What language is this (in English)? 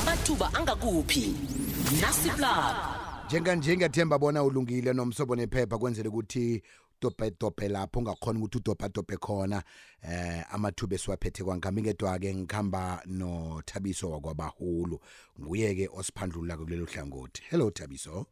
South Ndebele